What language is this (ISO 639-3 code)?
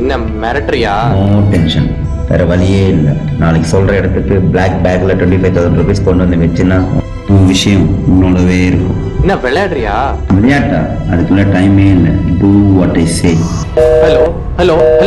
tam